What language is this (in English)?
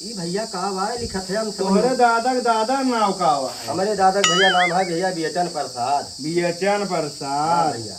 Awadhi